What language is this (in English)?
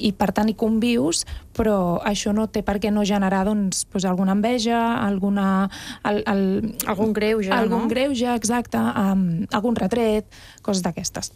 Catalan